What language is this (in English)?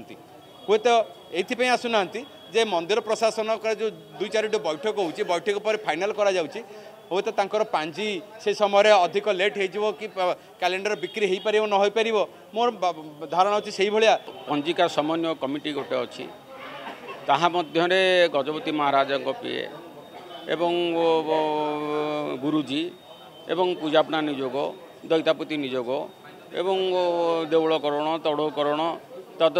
Odia